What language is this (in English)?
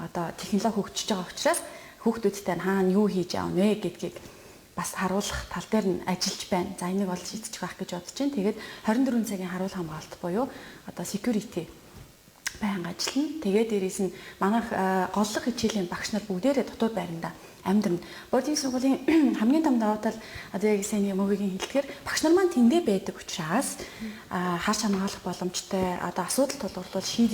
Mongolian